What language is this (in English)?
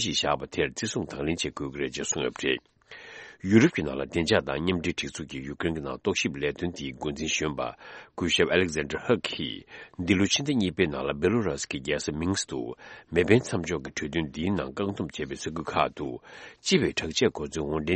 Tibetan